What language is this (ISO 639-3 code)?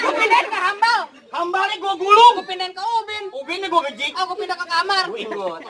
bew